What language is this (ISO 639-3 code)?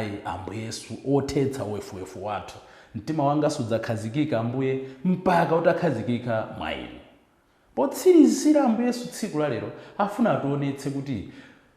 nya